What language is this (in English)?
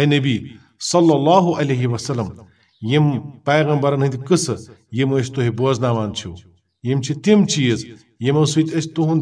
Kashmiri